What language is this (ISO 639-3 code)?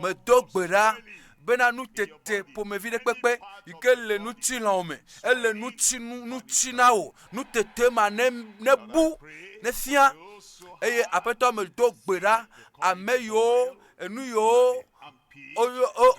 ewe